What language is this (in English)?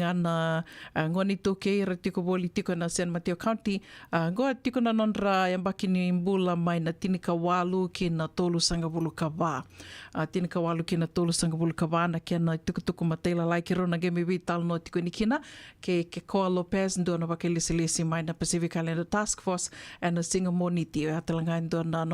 Fijian